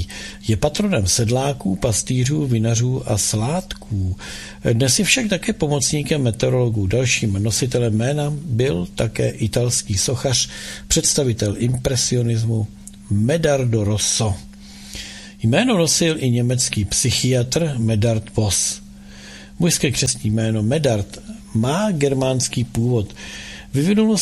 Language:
Czech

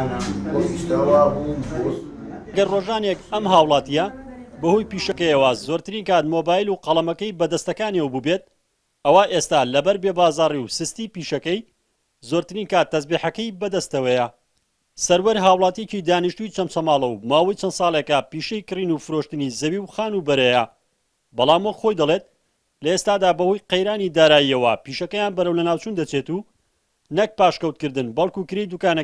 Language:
Central Kurdish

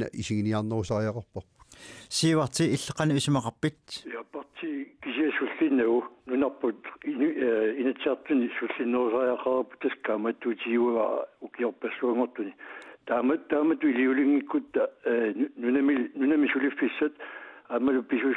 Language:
Kalaallisut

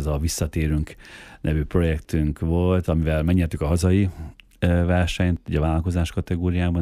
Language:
Hungarian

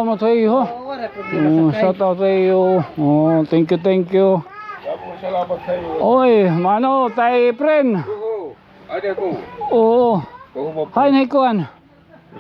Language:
Waray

